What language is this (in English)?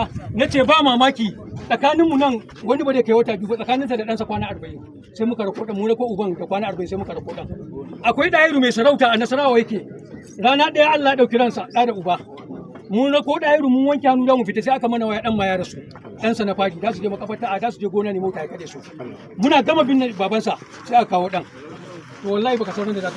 Hausa